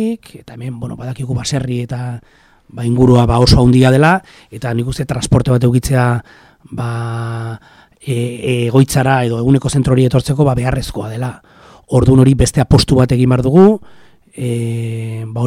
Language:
Basque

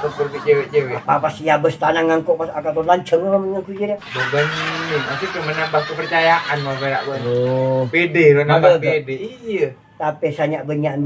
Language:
Madurese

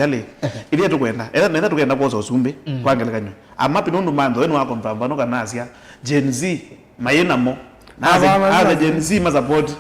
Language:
Kamba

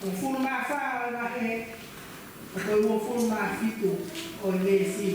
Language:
Tongan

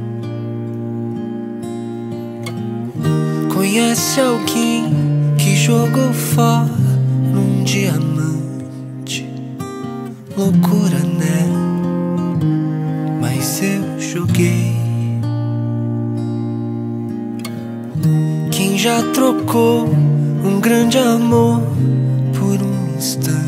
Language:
Portuguese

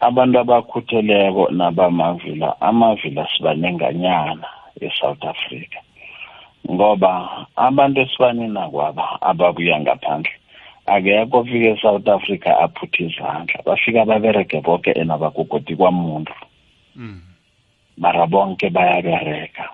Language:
South Ndebele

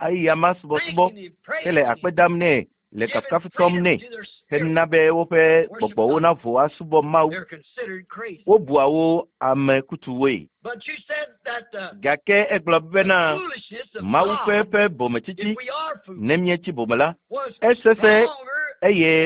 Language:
Ewe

